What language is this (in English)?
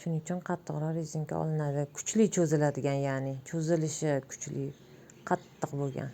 Uzbek